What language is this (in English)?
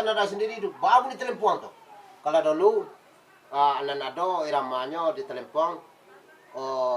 Minangkabau